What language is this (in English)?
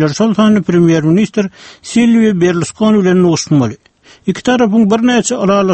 Turkmen